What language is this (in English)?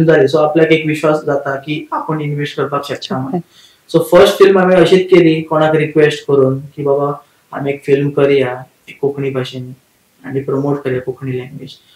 Konkani